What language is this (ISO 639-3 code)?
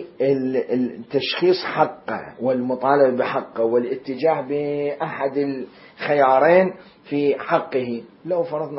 acm